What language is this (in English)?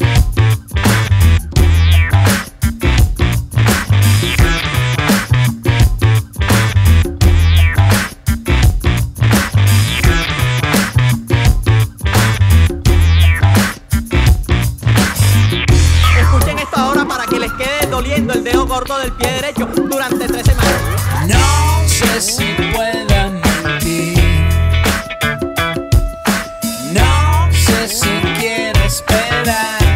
Spanish